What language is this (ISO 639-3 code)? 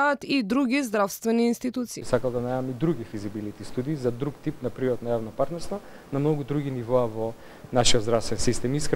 mkd